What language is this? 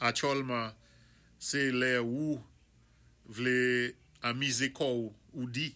Saint Lucian Creole French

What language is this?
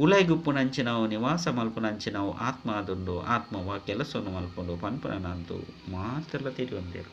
Tulu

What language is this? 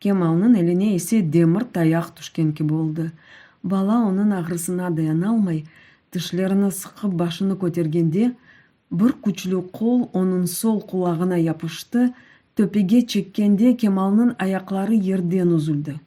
Crimean Tatar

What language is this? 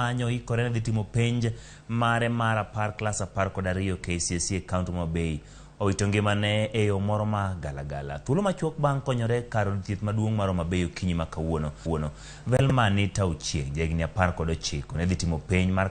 Luo (Kenya and Tanzania)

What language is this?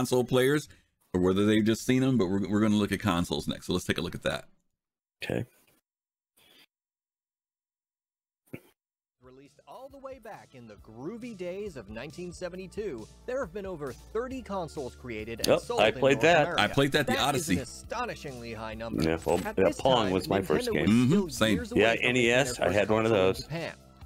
English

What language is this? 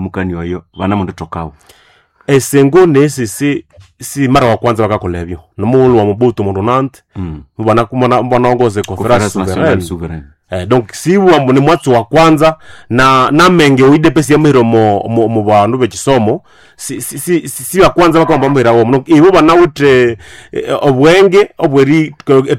Nande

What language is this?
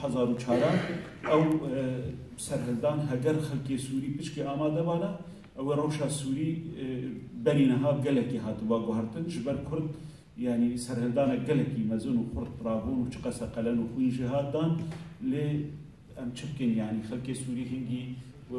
Kurdish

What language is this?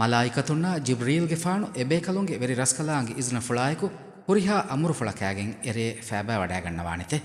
Divehi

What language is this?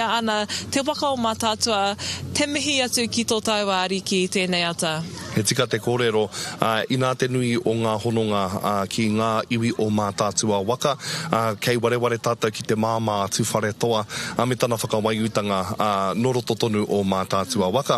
Māori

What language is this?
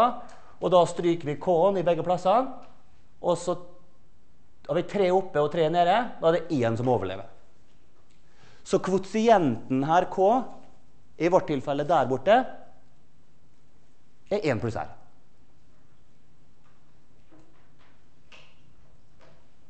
Norwegian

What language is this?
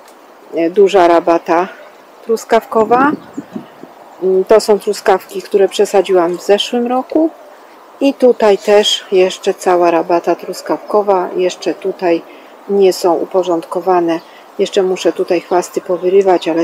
Polish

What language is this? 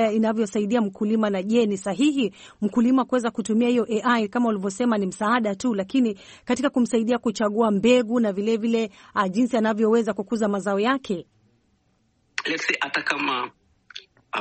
Swahili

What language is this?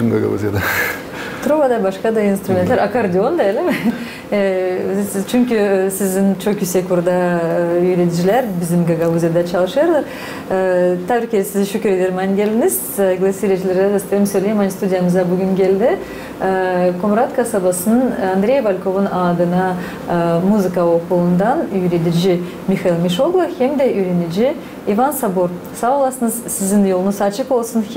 Gagauz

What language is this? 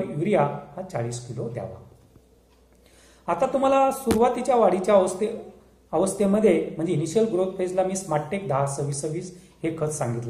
Marathi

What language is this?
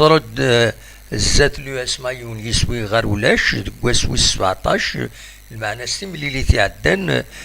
Kabyle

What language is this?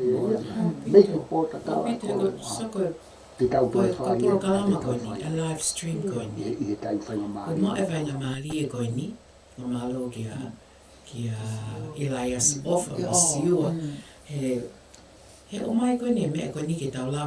Tongan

